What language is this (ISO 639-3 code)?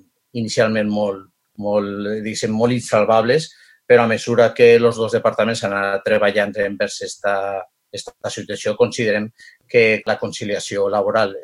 cat